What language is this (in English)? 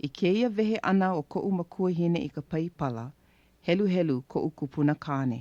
Hawaiian